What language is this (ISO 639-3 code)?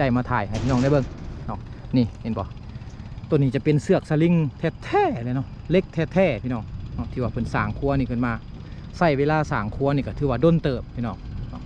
lao